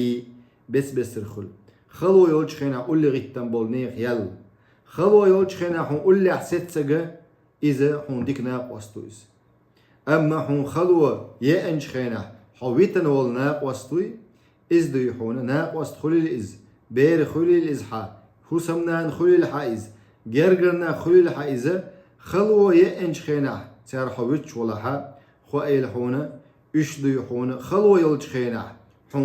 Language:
Chechen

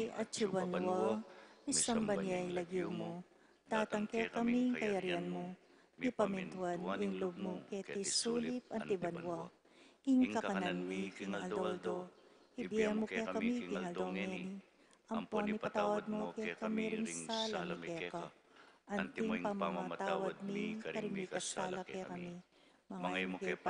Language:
Pampanga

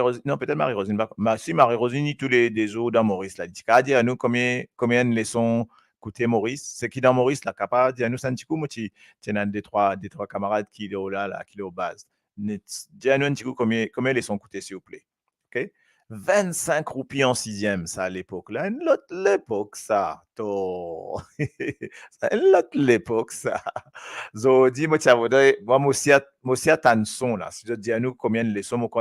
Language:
Morisyen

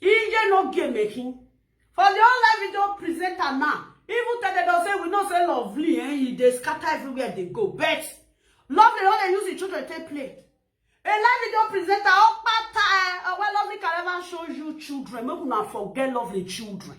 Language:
Nigerian Pidgin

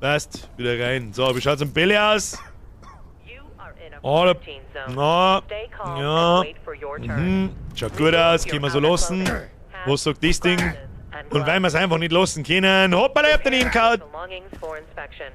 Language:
Bavarian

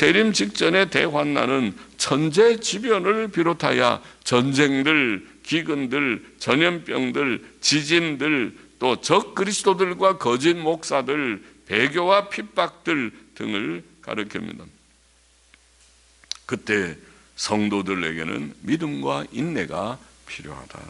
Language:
Korean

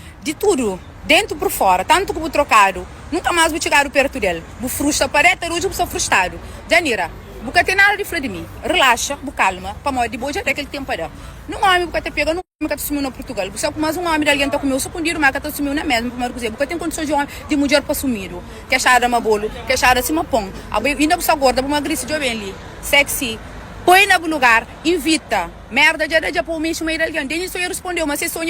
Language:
Kabuverdianu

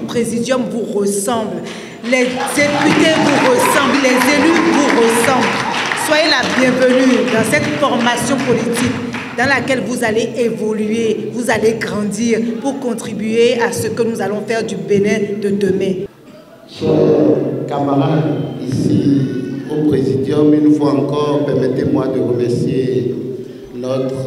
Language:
French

